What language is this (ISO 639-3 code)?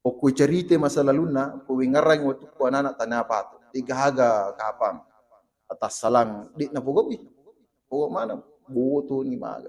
bug